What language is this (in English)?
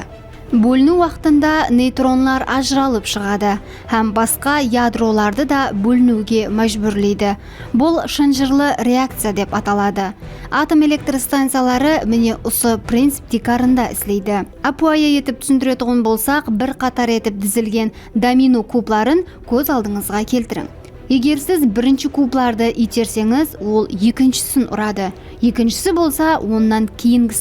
Kara-Kalpak